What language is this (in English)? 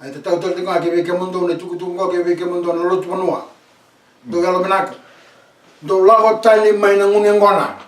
Fijian